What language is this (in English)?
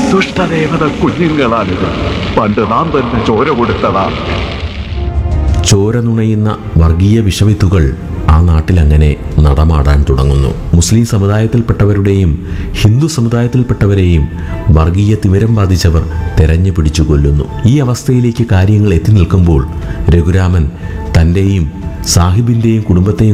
Malayalam